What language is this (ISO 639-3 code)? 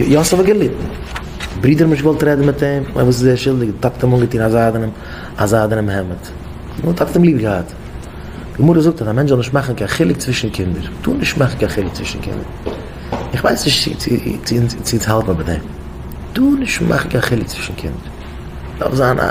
yid